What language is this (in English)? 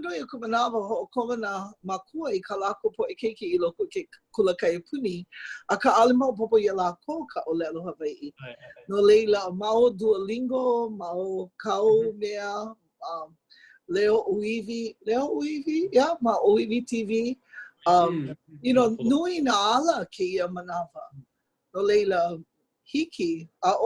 Hawaiian